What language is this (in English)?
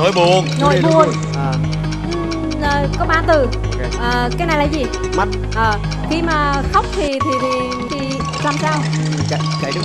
Vietnamese